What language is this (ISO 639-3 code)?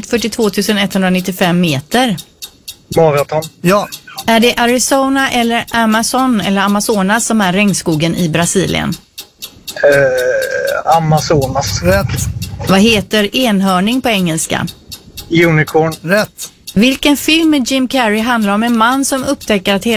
swe